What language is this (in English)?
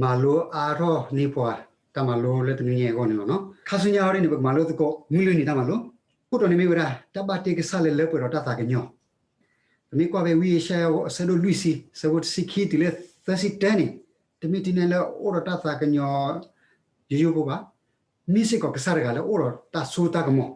S'gaw Karen